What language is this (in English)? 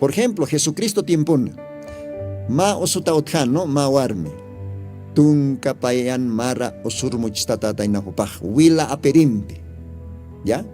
Aymara